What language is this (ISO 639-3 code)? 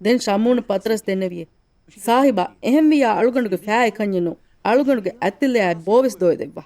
div